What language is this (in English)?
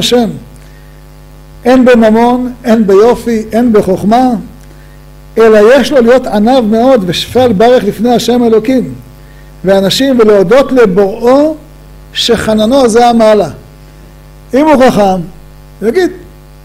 Hebrew